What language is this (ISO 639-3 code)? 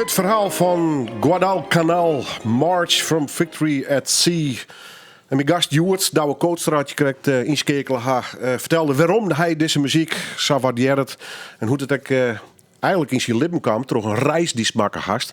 fry